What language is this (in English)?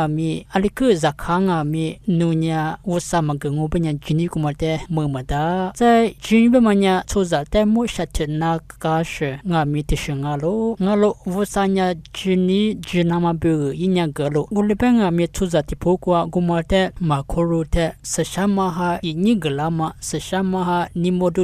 Lisu